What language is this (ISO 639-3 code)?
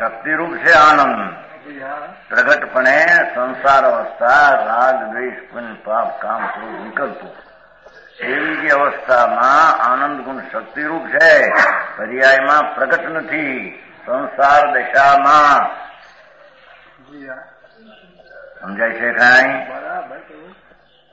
guj